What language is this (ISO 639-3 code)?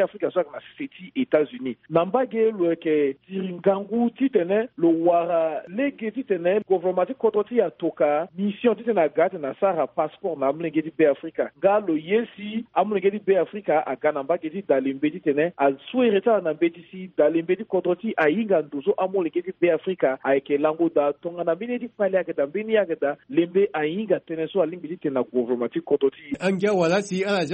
sag